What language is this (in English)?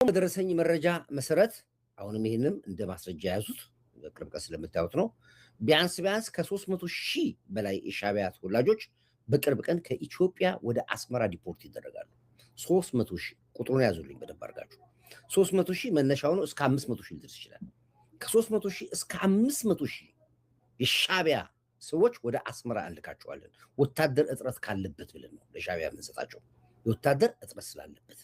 Amharic